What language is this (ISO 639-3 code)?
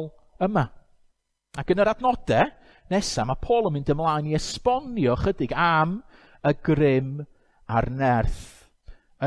cym